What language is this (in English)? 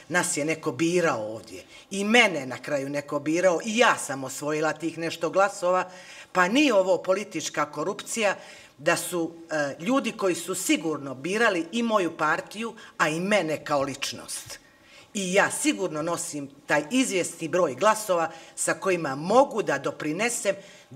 Bosnian